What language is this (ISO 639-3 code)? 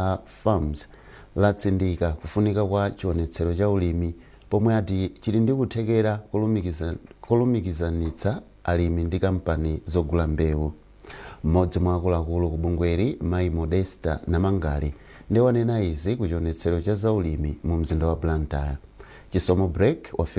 nya